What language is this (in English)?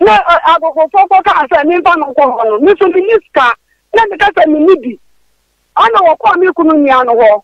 Akan